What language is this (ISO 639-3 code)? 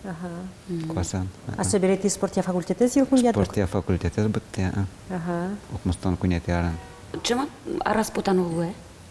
udm